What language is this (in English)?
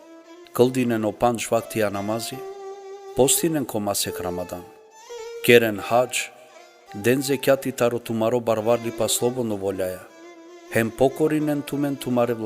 Balkan Romani